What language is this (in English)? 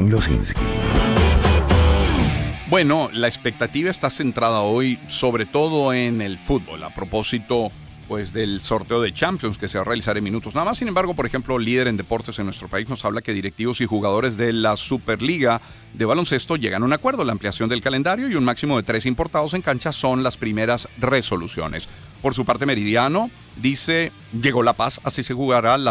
Spanish